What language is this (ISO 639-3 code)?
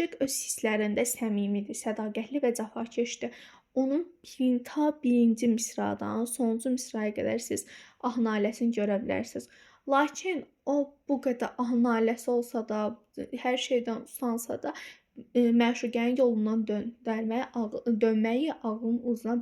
aze